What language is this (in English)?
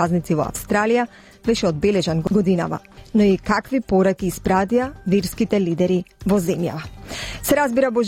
Macedonian